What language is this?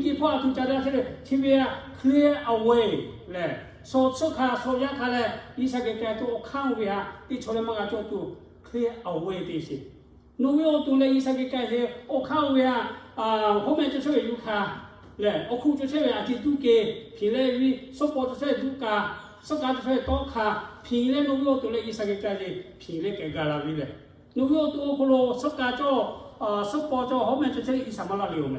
Lahu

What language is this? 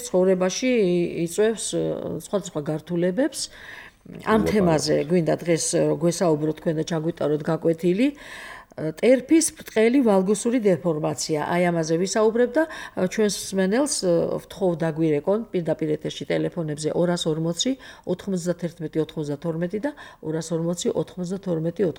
Georgian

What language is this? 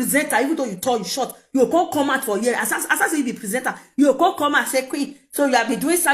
Nigerian Pidgin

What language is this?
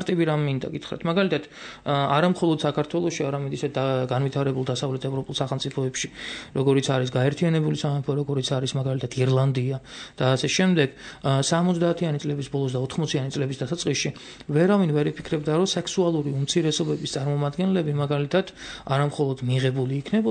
Georgian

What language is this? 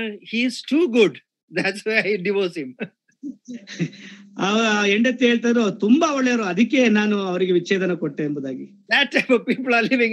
Kannada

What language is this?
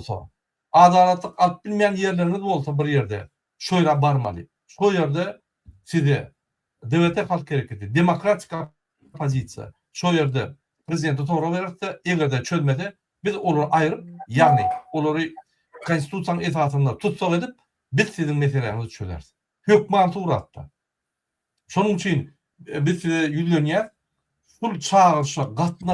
Turkmen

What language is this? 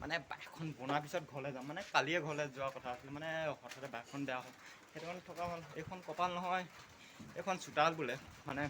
Assamese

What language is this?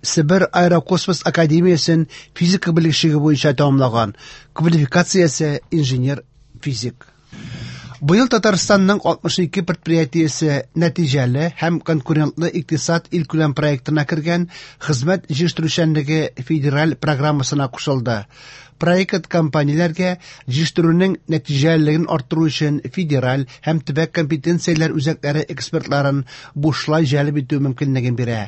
Tatar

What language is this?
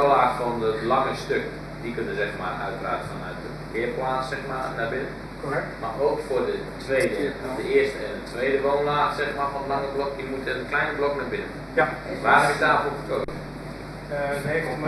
Dutch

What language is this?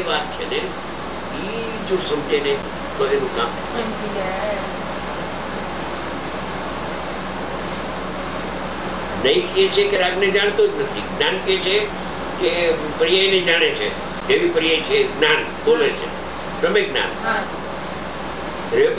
Gujarati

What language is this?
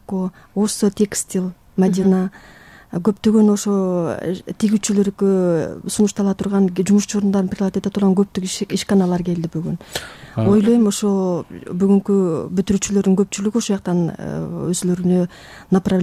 Kyrgyz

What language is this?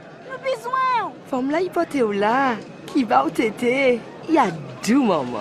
Guadeloupean Creole French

